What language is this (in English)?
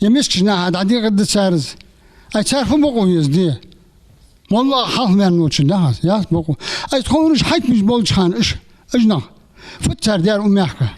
Ingush